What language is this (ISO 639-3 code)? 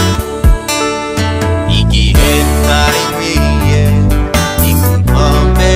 run